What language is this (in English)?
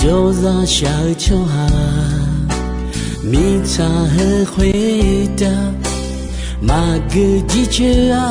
Akha